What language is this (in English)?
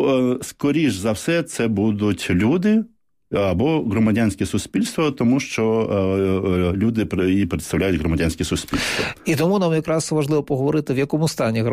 Ukrainian